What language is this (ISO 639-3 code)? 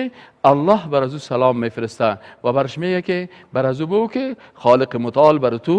fas